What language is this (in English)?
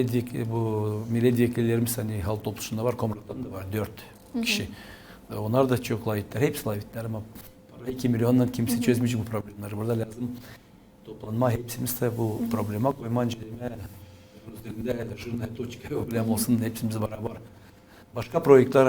Gagauz